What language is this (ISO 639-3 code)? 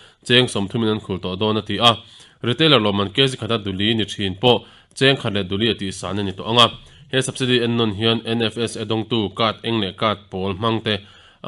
lus